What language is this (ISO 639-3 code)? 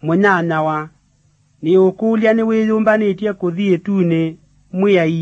kam